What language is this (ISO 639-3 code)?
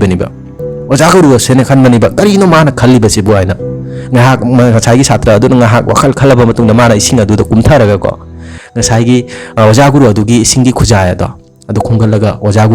mni